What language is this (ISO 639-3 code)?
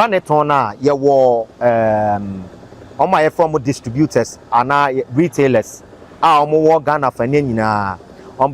aka